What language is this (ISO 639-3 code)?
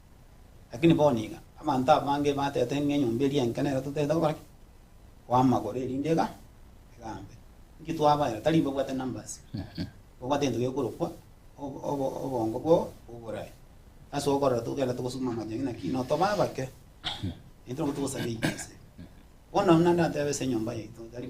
guz